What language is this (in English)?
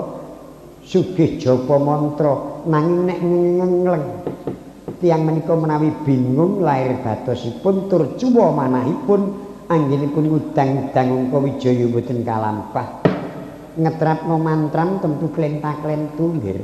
Javanese